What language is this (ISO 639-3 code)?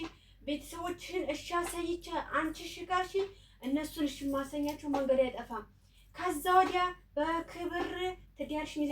amh